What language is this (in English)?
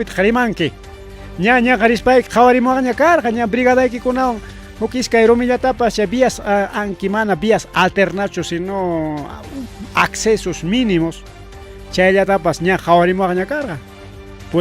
Ayacucho Quechua